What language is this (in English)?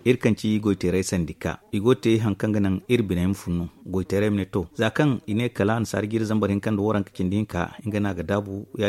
Zarma